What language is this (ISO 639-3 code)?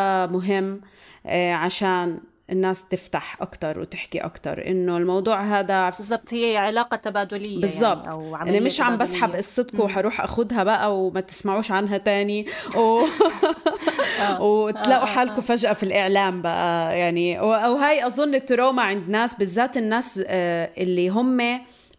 apc